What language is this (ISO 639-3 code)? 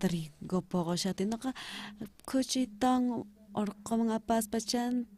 quh